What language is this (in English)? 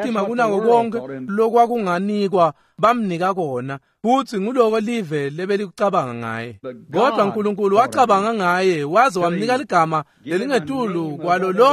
Swati